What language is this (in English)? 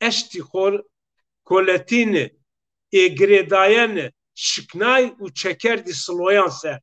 Zaza